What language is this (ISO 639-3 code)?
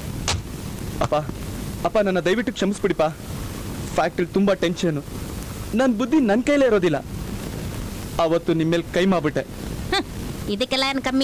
kan